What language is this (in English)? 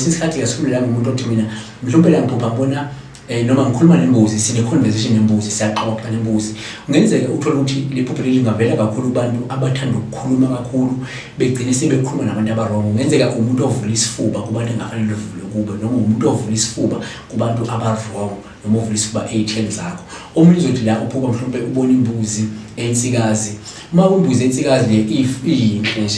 Zulu